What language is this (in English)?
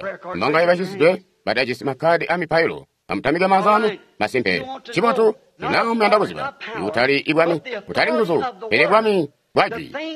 Tonga (Zambia)